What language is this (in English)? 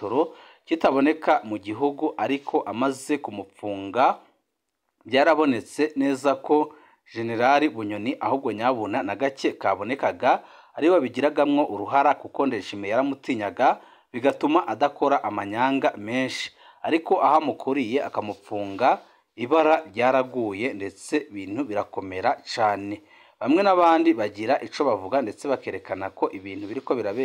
Rundi